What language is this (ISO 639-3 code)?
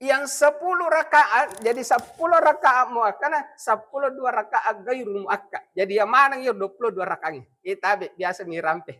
bug